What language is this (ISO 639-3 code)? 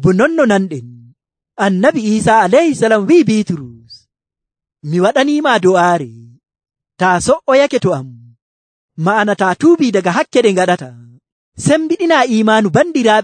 fuv